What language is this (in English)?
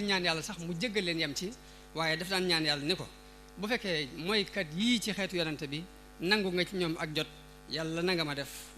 Wolof